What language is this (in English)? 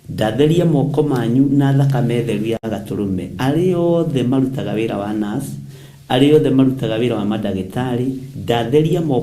Kikuyu